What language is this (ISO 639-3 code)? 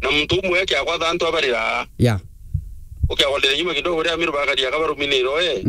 mer